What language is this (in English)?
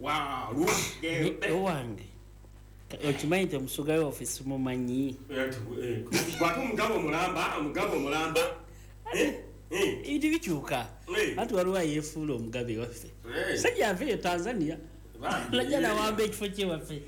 Ganda